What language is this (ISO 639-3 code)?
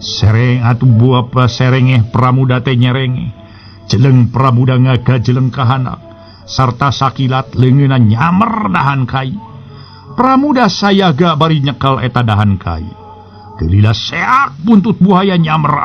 sun